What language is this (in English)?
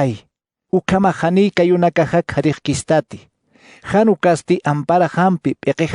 Aymara